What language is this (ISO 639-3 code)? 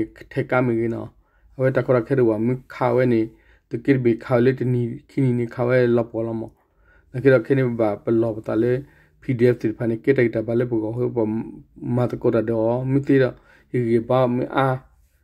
ksw